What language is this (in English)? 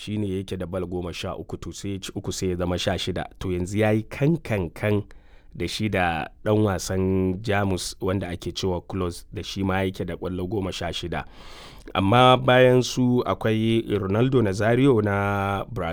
Hausa